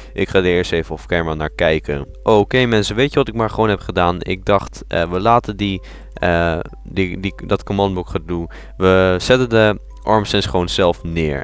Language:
Dutch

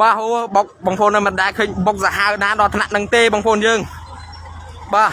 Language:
Khmer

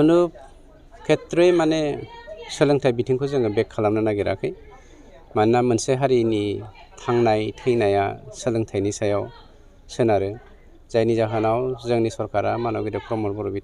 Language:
Bodo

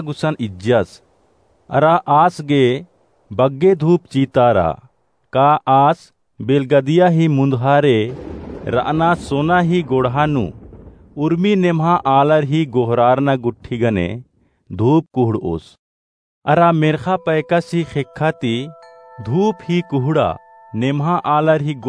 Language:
Kurukh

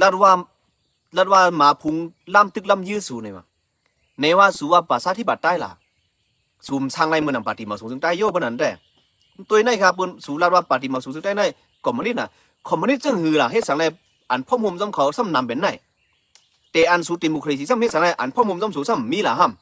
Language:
Shan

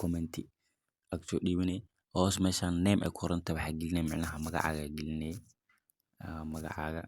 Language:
Somali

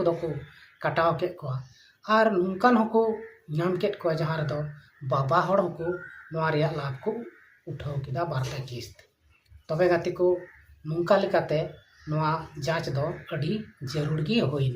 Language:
Santali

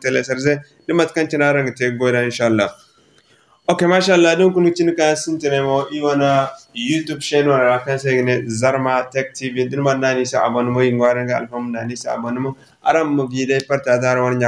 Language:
Zarma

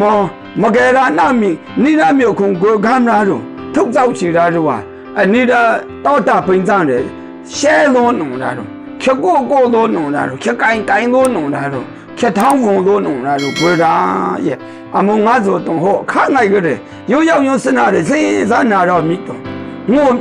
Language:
Maru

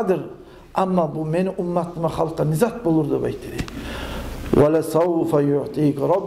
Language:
Kumyk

